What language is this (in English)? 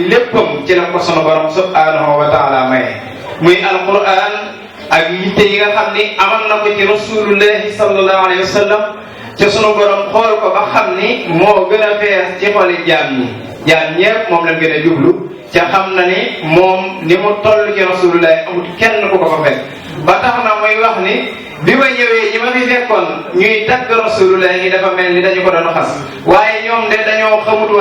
Wolof